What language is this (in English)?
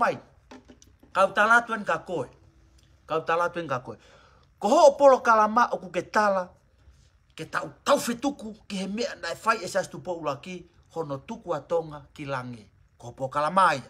Tongan